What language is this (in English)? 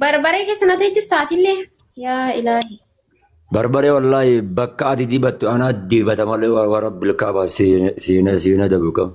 Oromo